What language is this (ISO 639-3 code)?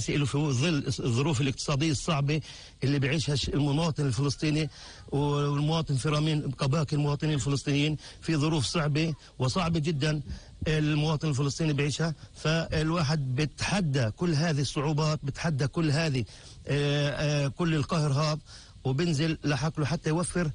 apc